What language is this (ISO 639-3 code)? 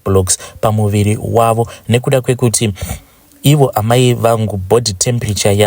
sna